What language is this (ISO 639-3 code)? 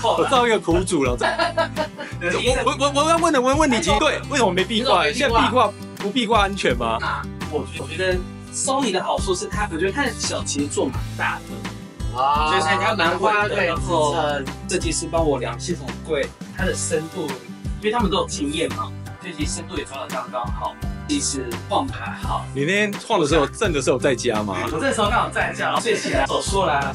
zho